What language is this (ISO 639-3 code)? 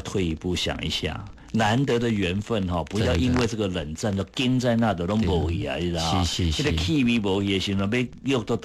nan